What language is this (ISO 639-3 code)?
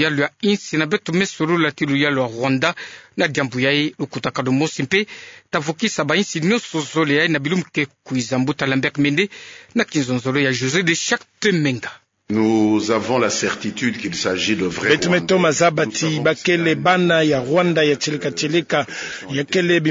ktu